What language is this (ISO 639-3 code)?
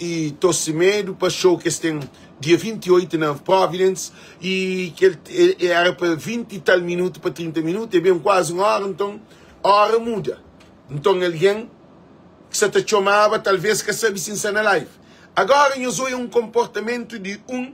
kea